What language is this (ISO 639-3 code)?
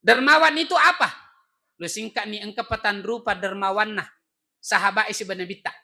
bug